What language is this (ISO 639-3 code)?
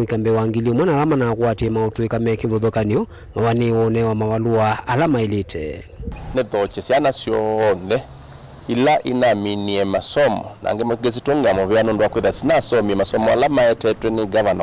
kam